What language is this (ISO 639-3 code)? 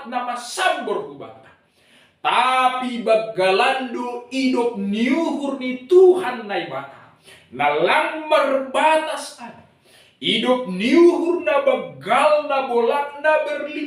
bts